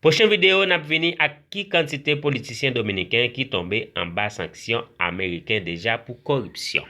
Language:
Haitian Creole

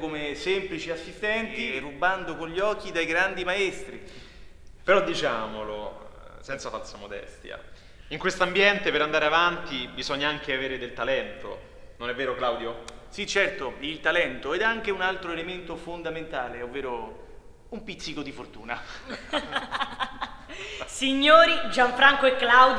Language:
Italian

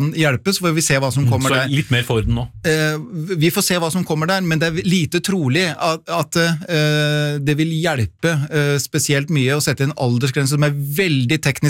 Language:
Norwegian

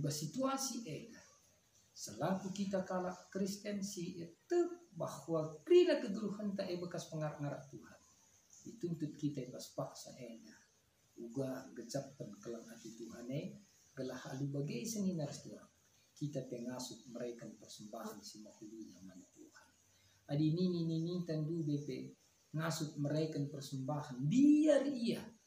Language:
Batak Karo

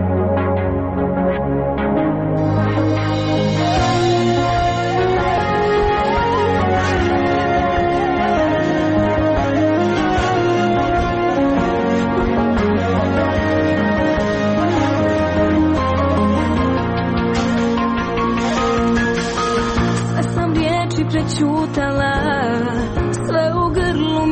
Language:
Croatian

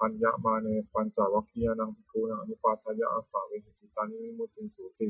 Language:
Pali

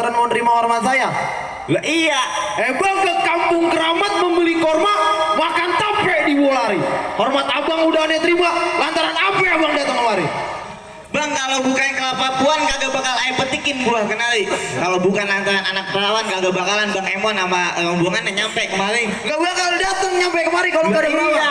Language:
Betawi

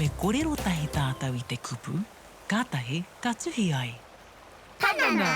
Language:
Māori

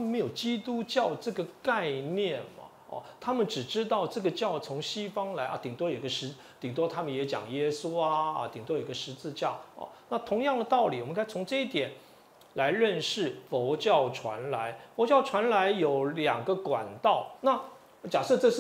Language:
Chinese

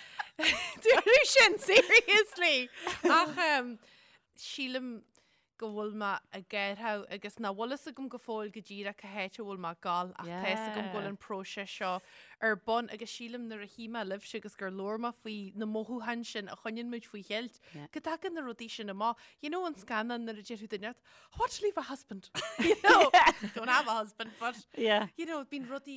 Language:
Irish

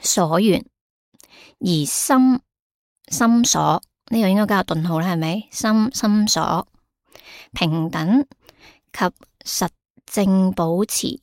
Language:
Cantonese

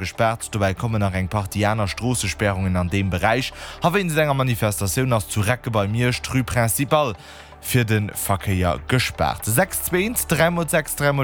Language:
Luxembourgish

